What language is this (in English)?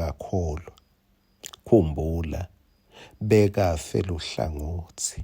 Swati